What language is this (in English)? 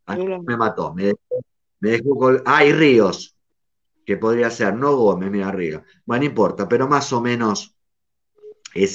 Spanish